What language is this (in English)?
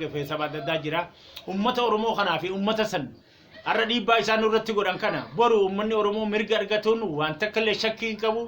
Oromo